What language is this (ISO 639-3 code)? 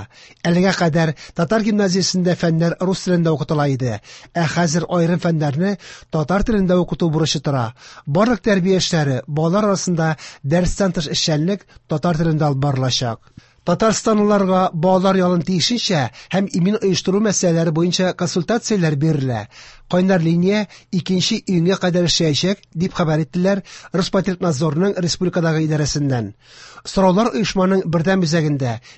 tat